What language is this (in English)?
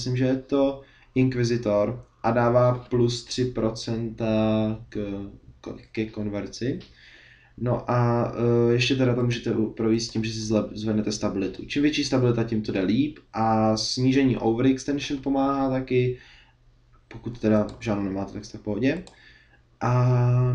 Czech